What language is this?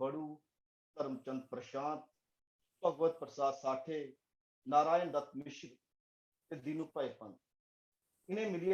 Dogri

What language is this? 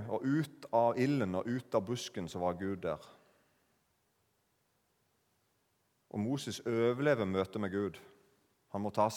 Norwegian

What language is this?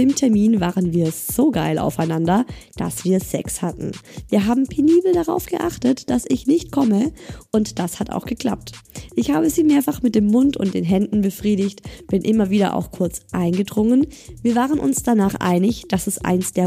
German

